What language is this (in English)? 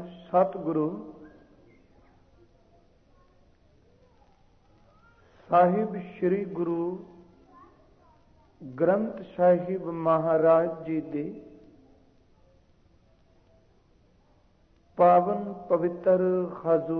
Punjabi